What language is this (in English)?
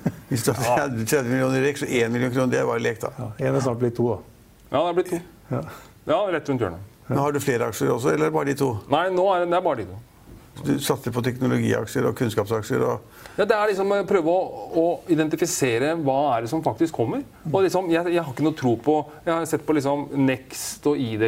Norwegian